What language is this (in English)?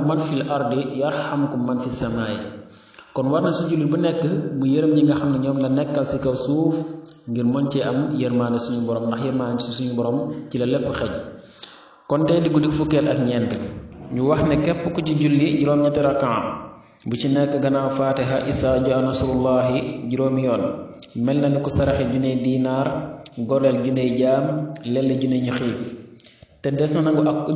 Wolof